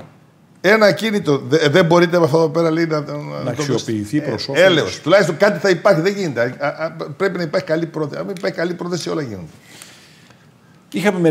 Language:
Greek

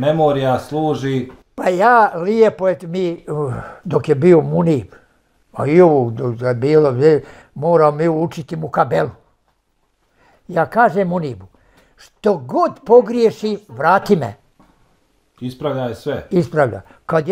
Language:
Bosnian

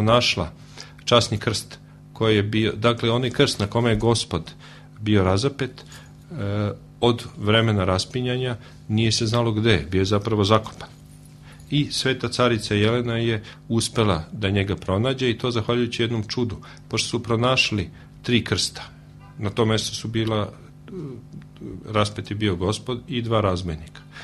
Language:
Serbian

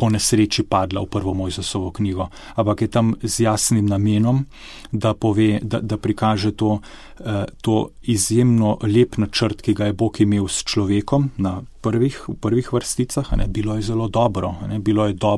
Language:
Slovenian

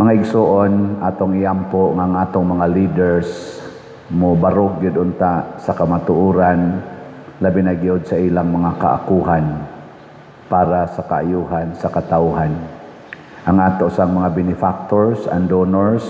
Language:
Cebuano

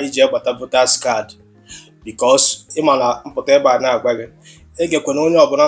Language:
Igbo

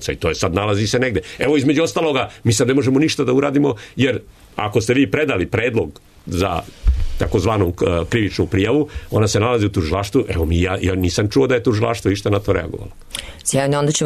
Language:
Serbian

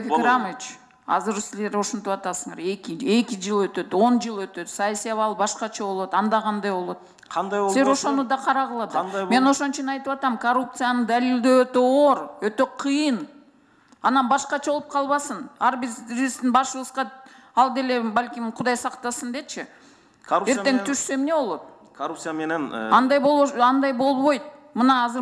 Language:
Kyrgyz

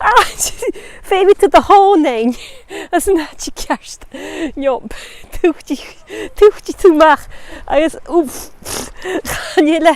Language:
Scottish Gaelic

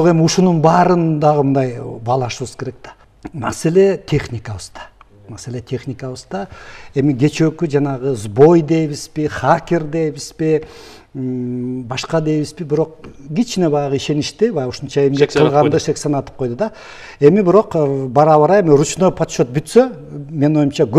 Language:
Kyrgyz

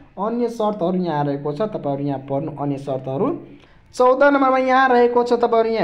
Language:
Nepali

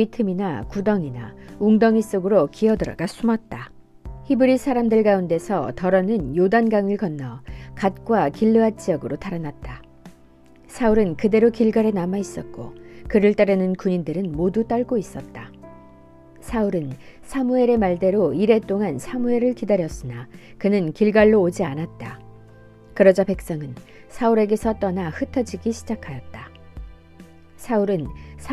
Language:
Korean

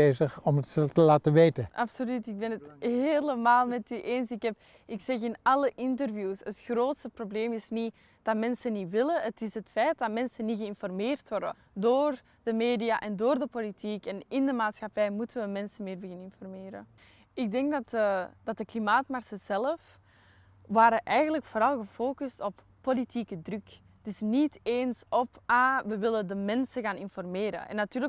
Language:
Dutch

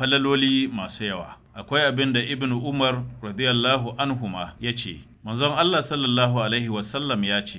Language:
Hausa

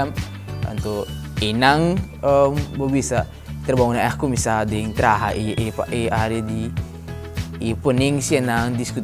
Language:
Papiamento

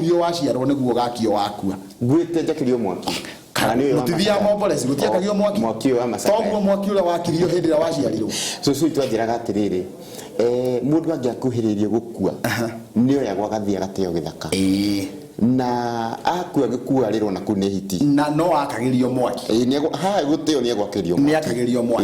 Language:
Kikuyu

